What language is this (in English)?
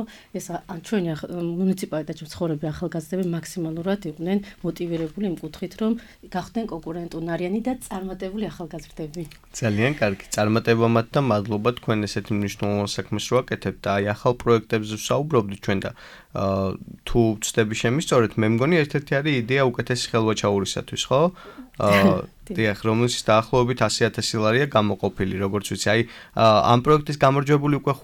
Georgian